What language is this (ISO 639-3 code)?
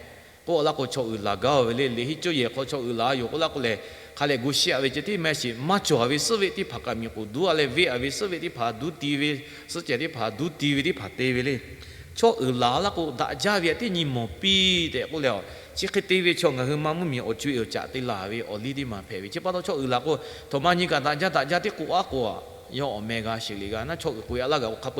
lhu